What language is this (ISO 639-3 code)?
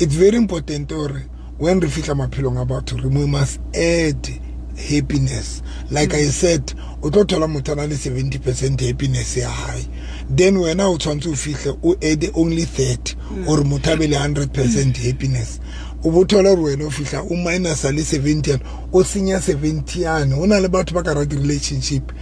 sot